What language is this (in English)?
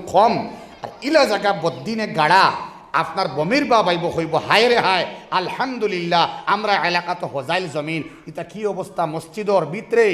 Sylheti